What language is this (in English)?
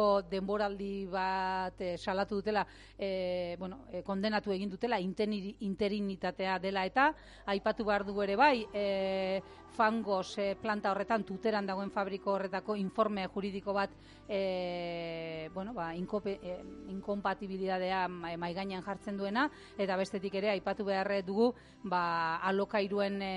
Basque